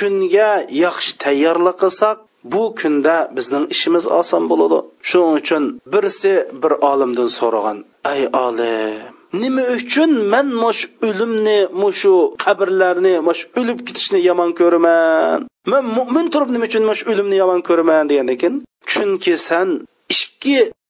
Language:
Uyghur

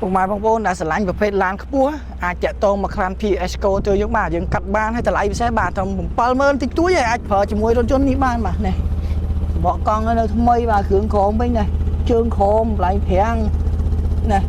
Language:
Khmer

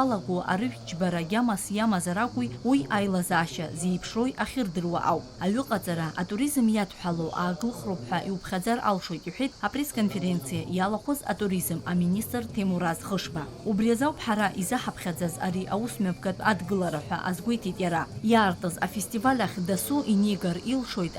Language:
Abkhazian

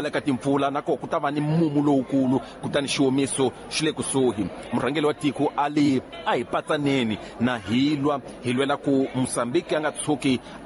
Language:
Tsonga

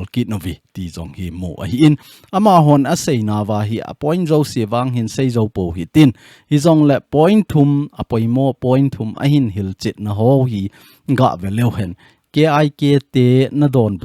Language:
Thado Chin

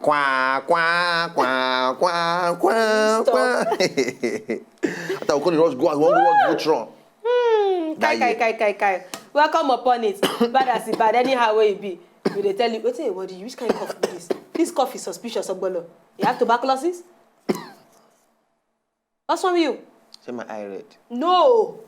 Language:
Nigerian Pidgin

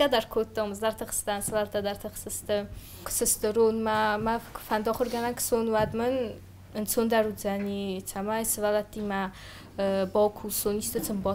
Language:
Ossetic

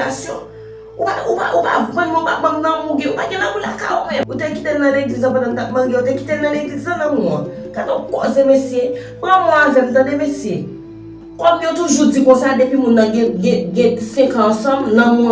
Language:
Haitian Creole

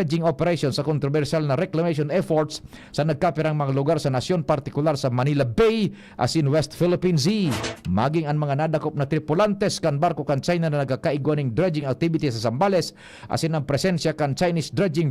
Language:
Bikol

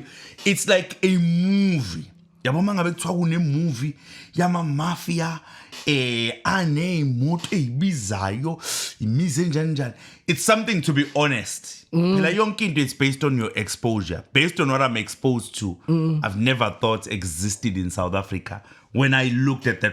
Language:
Zulu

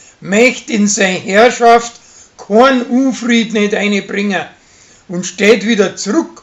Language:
Bavarian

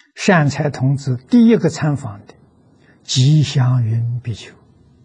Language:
Chinese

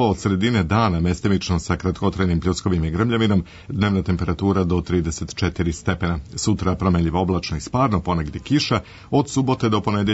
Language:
Serbian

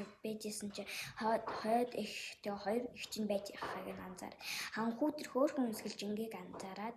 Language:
Mongolian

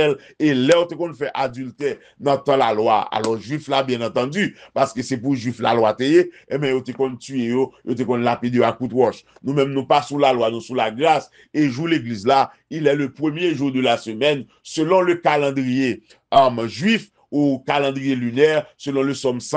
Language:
Haitian Creole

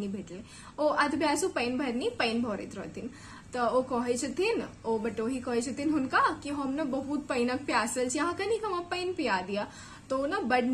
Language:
Maithili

